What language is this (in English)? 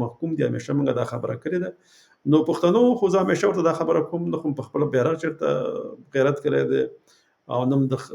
Pashto